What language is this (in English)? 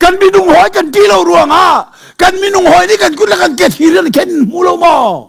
Hakha Chin